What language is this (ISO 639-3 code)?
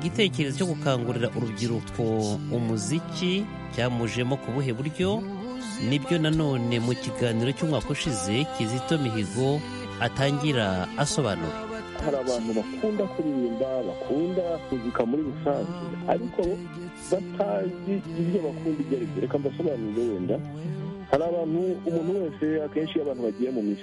kin